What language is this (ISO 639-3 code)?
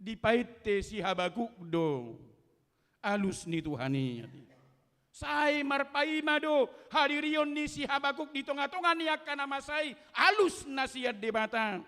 bbc